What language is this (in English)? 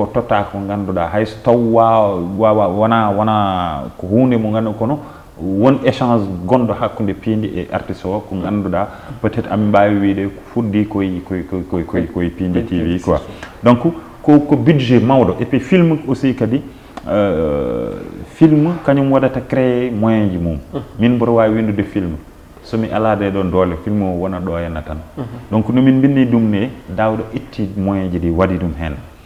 Fula